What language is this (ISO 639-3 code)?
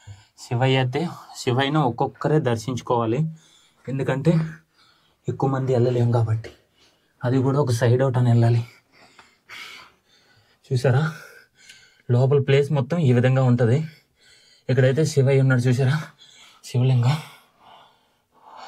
tel